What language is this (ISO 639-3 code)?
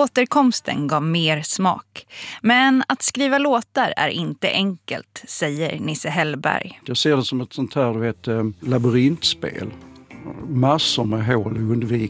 swe